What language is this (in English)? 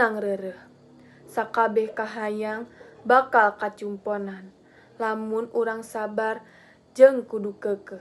Sundanese